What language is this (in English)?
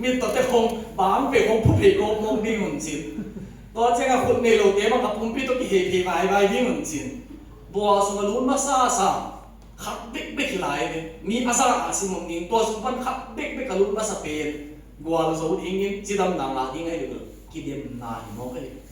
Tedim Chin